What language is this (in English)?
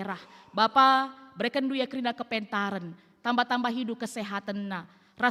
Batak Karo